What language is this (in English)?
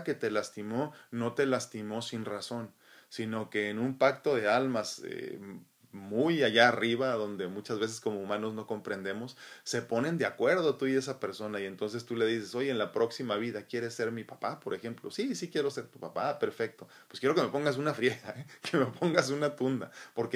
Spanish